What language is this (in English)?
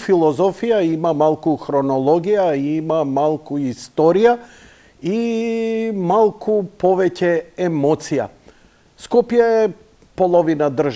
Macedonian